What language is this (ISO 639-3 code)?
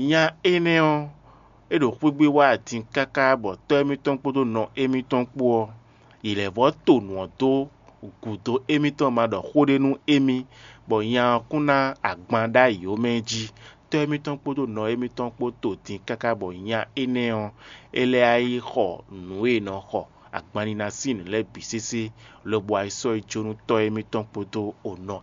fon